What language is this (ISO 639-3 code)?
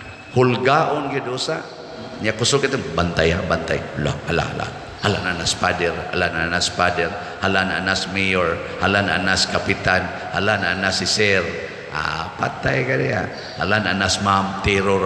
ceb